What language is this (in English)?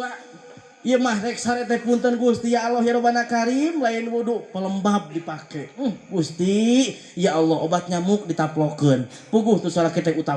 Sundanese